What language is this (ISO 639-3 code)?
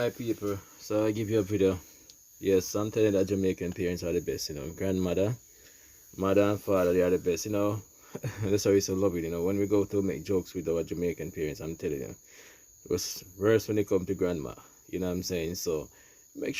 jam